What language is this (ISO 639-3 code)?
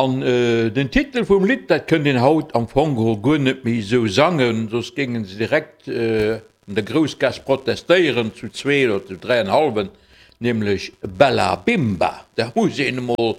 ltz